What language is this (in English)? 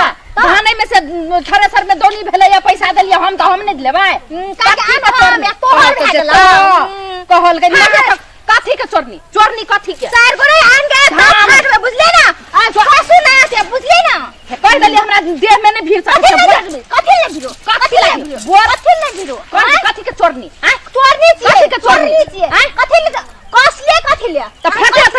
Maithili